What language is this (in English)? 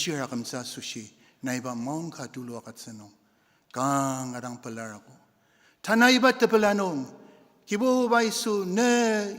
Ao Naga